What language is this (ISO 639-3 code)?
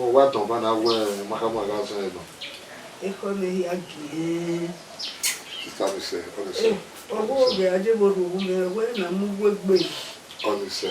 bin